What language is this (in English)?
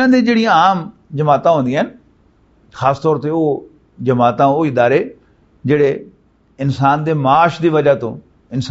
Western Panjabi